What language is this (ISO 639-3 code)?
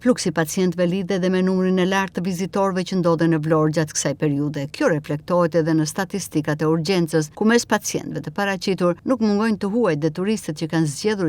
sqi